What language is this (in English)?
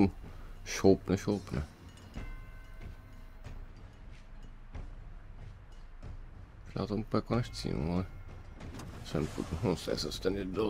Czech